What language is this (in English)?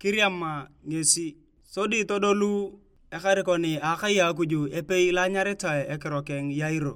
Turkana